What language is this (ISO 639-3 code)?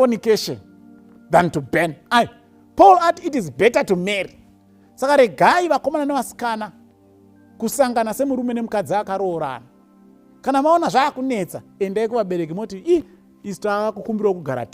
sna